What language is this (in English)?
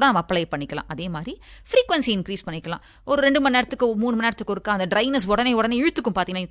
Tamil